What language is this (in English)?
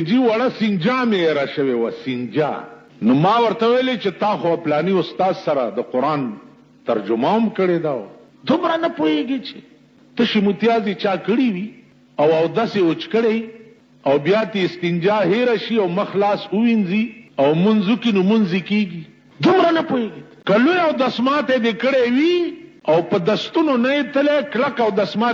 Pashto